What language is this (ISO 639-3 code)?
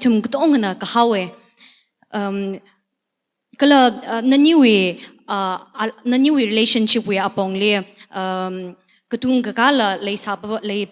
nmf